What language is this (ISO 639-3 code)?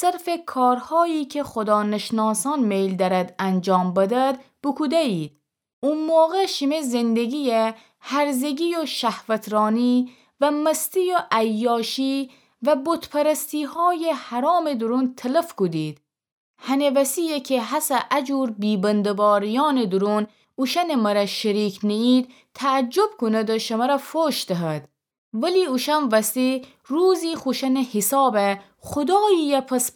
glk